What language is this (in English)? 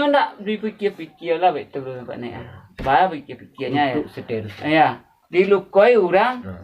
Minangkabau